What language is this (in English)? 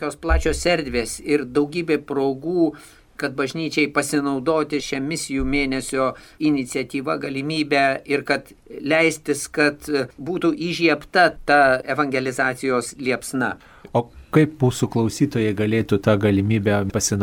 Lithuanian